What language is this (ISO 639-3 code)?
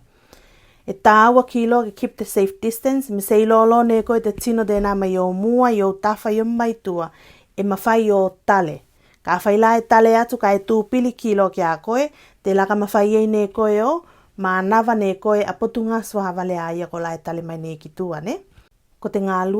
tvl